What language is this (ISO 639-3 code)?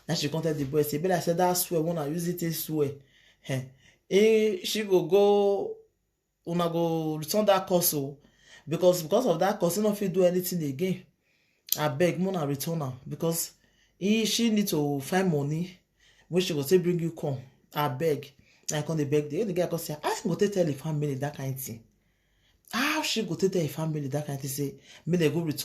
pcm